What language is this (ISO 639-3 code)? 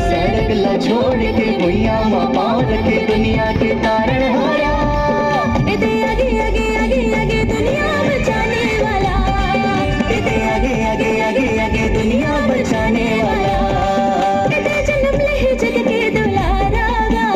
hne